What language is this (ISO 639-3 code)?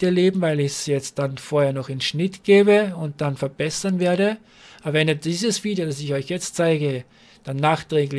deu